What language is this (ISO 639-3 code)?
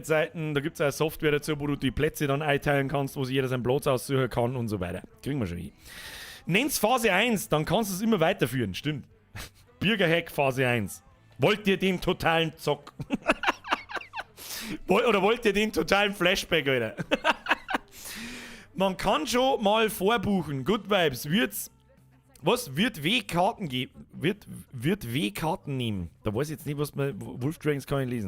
bar